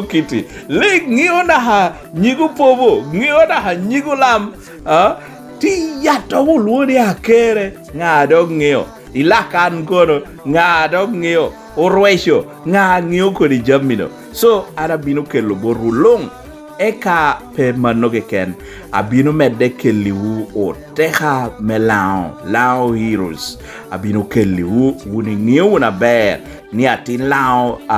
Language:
Lango (Uganda)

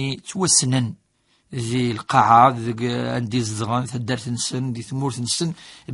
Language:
Kabyle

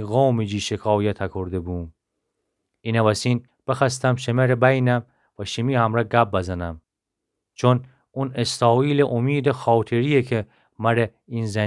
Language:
Gilaki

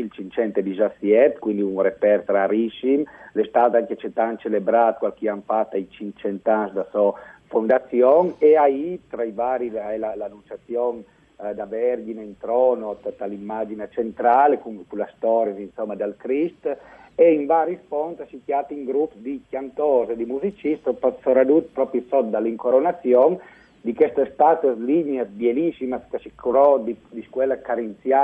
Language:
Friulian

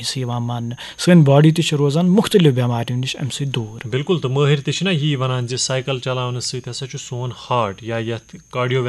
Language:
Kashmiri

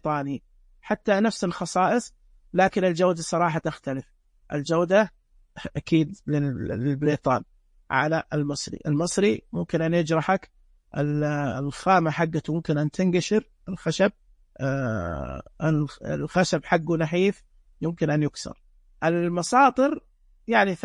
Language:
Najdi Arabic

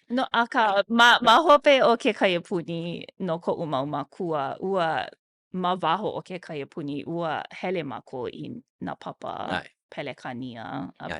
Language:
Hawaiian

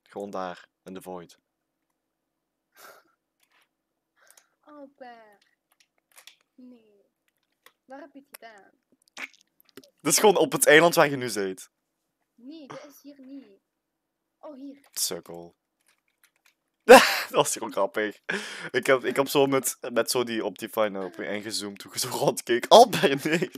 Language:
Dutch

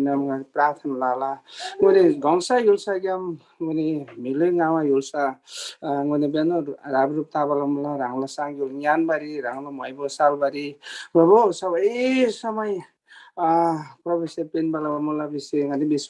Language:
Eastern Tamang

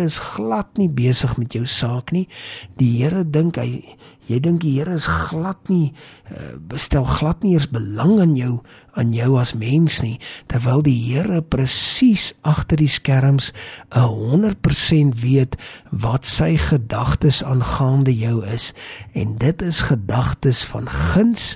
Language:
Afrikaans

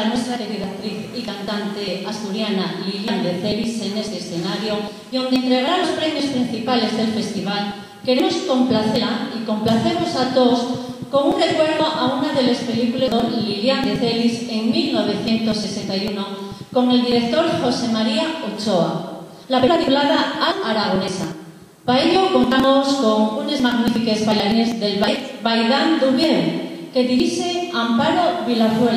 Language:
Asturian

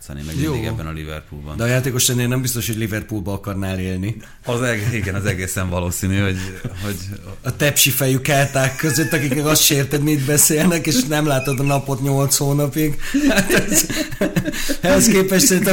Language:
Hungarian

